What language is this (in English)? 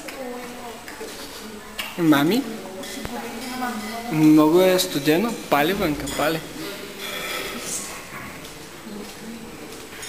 Bulgarian